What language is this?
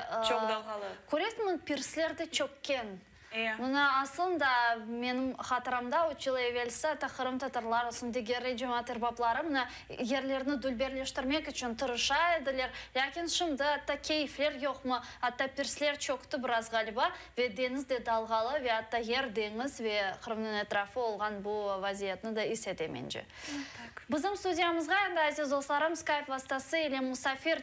Crimean Tatar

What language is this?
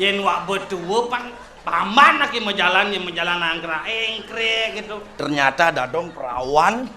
Balinese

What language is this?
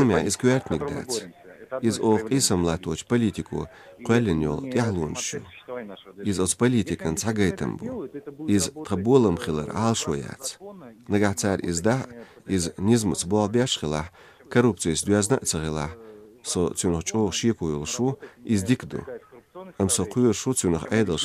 Chechen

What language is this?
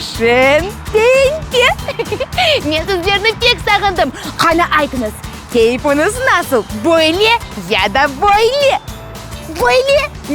Crimean Tatar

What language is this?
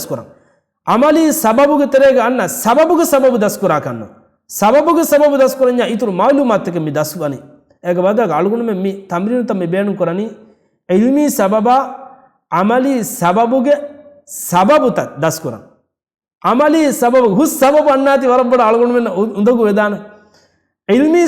Divehi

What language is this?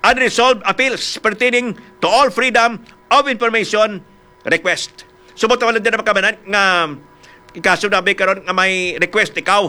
Hiligaynon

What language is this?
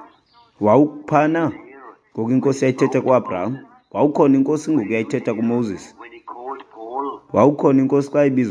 Xhosa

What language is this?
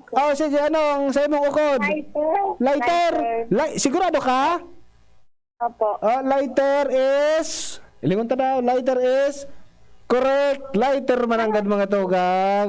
Bikol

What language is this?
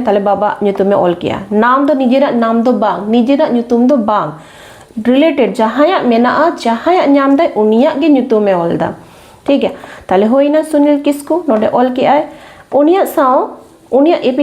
Santali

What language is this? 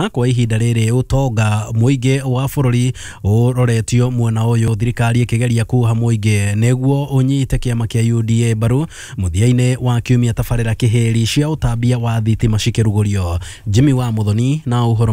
Kikuyu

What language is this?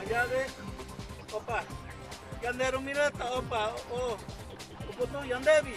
Guarani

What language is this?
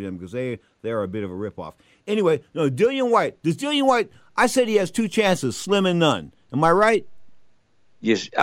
English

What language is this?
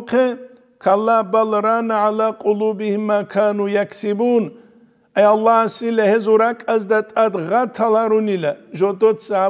Avaric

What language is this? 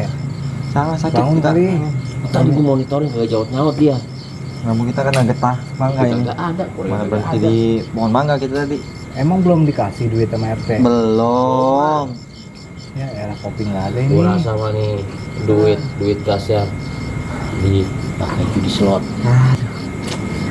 Betawi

